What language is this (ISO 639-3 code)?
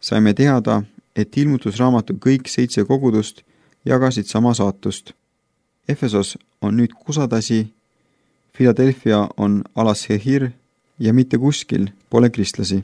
est